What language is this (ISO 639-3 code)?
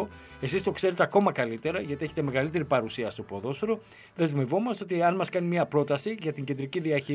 ell